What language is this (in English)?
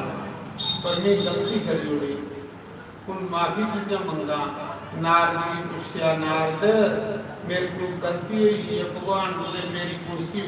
Dogri